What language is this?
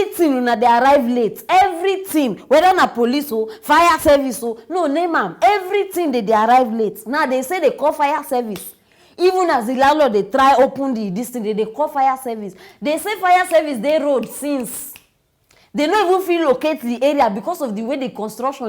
Nigerian Pidgin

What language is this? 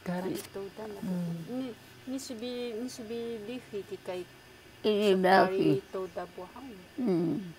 Taroko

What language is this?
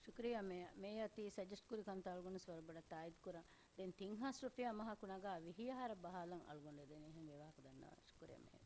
Divehi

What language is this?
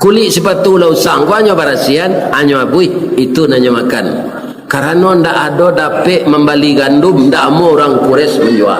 Minangkabau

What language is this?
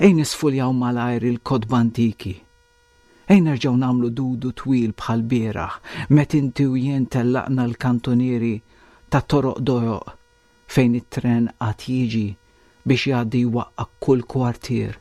Maltese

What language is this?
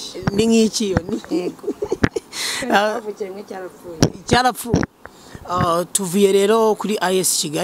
Kinyarwanda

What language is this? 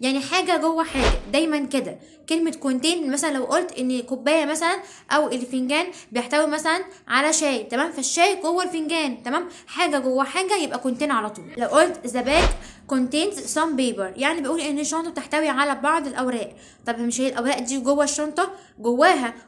Egyptian Arabic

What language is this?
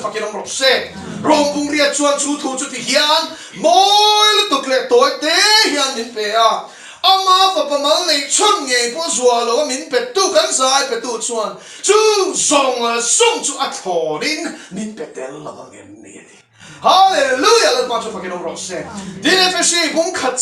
Mizo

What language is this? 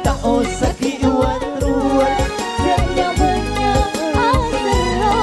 Madurese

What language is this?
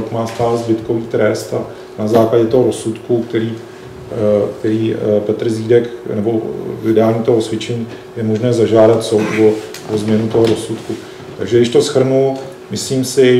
Czech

